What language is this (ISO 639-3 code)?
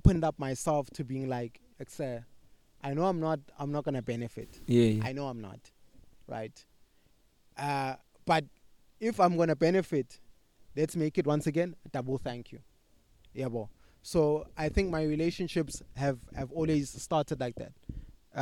eng